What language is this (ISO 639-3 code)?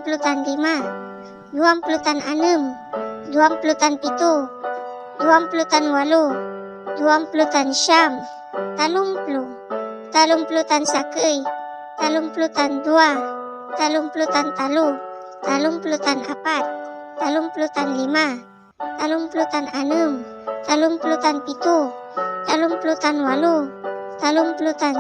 pag